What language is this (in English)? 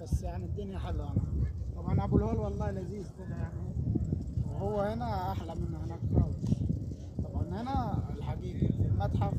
Egyptian Arabic